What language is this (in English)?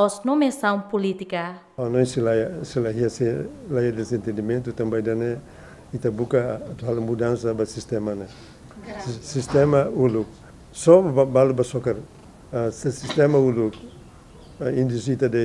Tetum